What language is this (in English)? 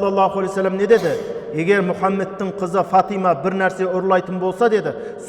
Kazakh